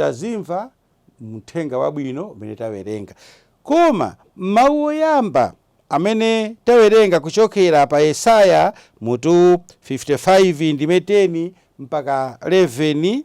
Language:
Nyanja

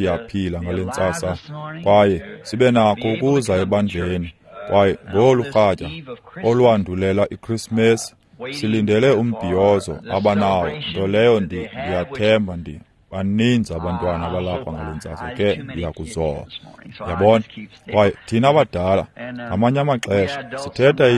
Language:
Xhosa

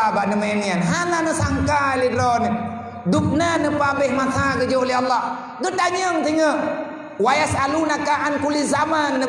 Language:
Achinese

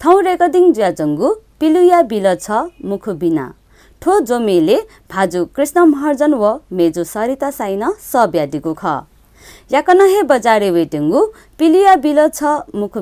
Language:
Newari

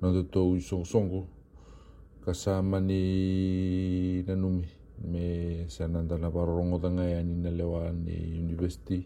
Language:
Fijian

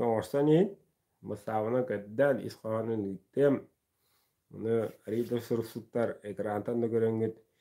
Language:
Yakut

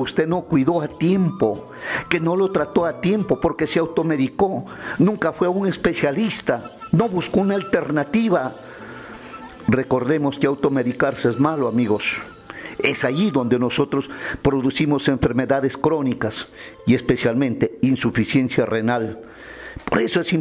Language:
Spanish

